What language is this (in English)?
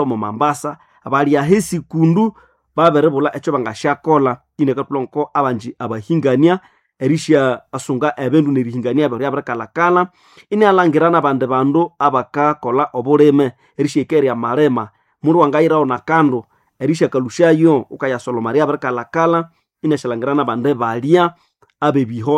Nande